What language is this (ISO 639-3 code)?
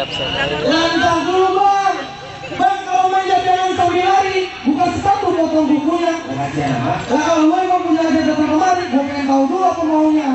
bew